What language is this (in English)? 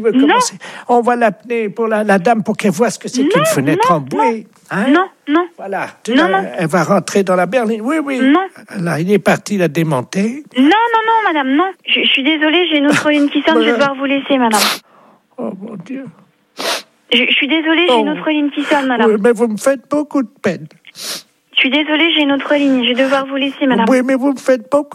French